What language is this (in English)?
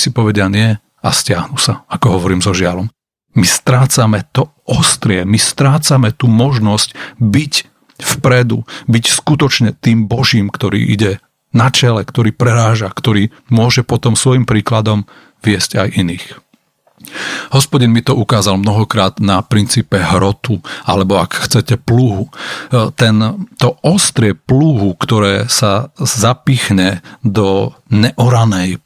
Slovak